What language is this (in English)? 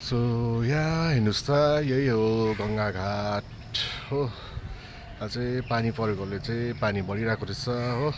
Nepali